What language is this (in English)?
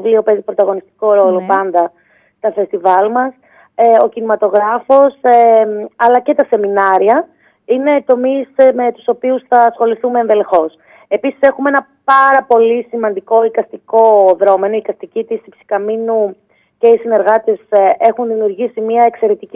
Greek